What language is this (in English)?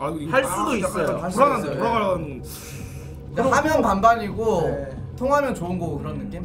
Korean